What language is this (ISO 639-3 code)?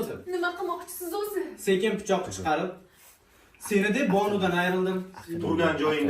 uzb